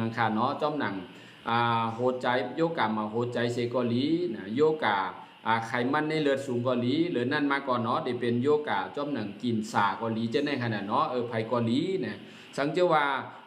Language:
Shan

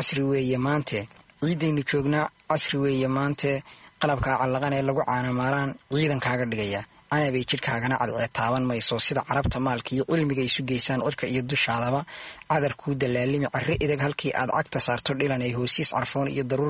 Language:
Somali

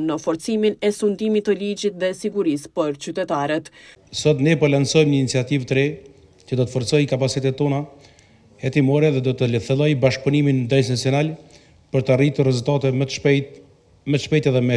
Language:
Albanian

